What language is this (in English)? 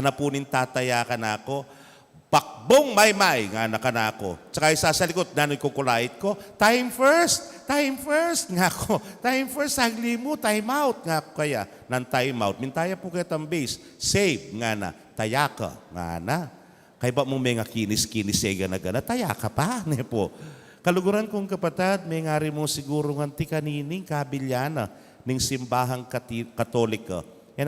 Pampanga